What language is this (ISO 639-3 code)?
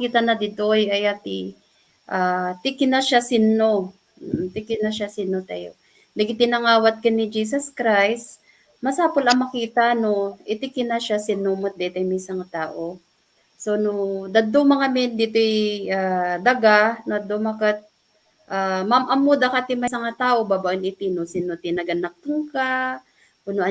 ilo